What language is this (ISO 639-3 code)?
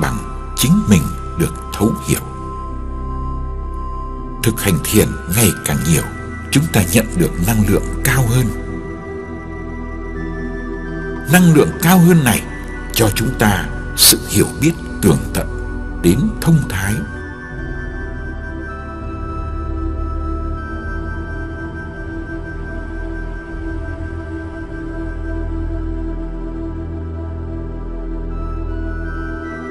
vie